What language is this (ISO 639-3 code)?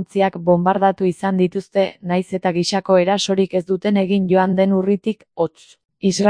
eus